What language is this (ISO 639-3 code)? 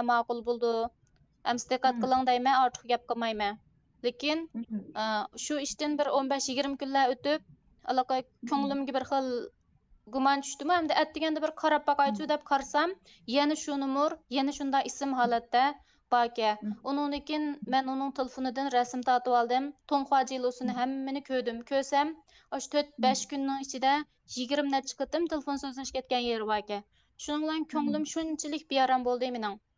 uig